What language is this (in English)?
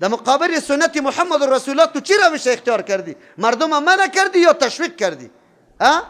Persian